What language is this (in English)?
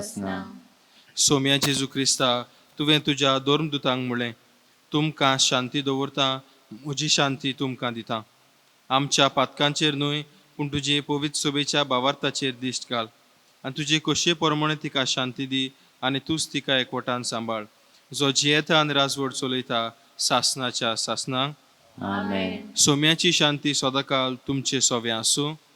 Konkani